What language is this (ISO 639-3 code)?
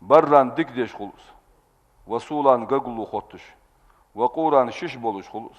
inh